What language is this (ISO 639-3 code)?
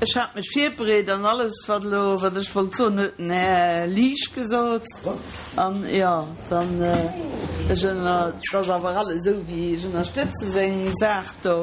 ltz